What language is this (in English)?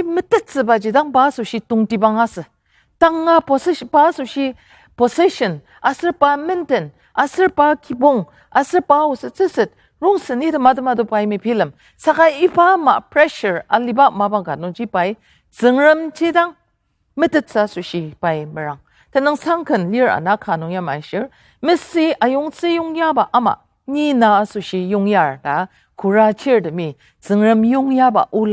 Ao Naga